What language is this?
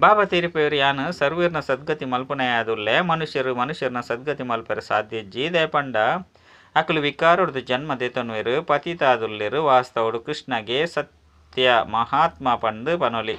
Tulu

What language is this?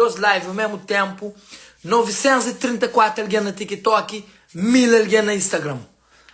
Kabuverdianu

